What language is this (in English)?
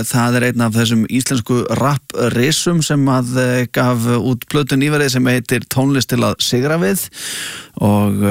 Icelandic